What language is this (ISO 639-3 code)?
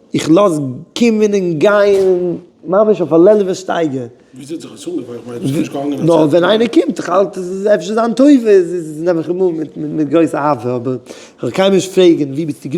yid